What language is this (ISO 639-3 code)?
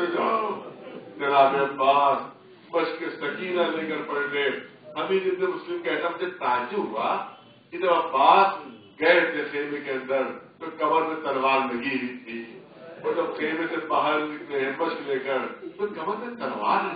urd